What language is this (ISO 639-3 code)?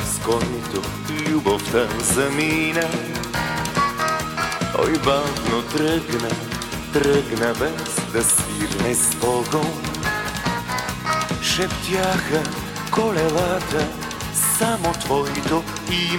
bul